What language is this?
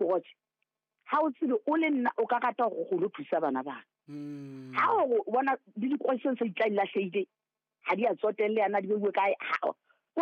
Southern Sotho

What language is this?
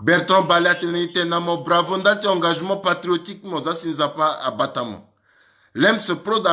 Sango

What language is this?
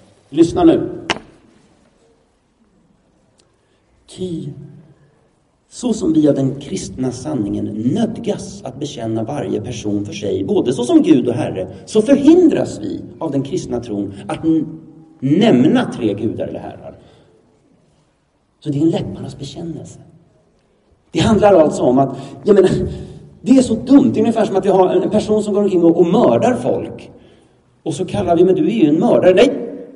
Swedish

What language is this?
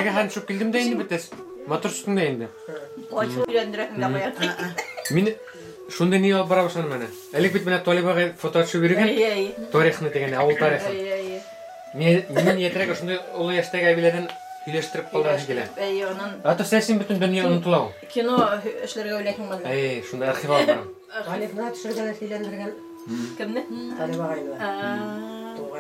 Bashkir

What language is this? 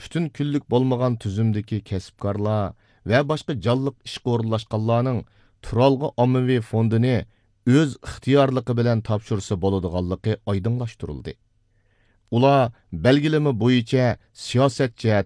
Uyghur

